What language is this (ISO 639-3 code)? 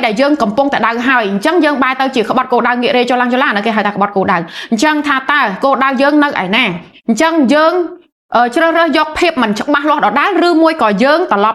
khm